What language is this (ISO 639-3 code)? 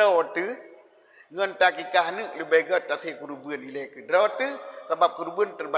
ace